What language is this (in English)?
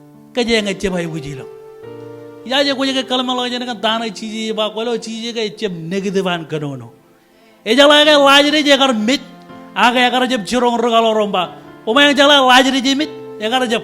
Marshallese